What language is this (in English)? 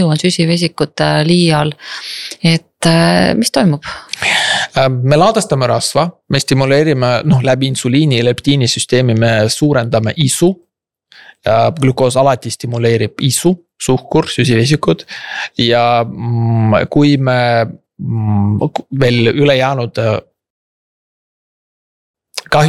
Estonian